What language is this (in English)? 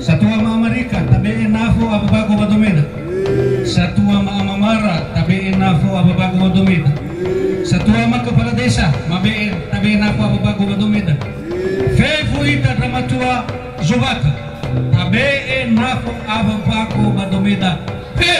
Nias